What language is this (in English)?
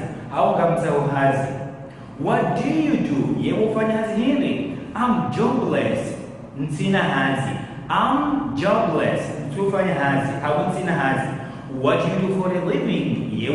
Ngazidja Comorian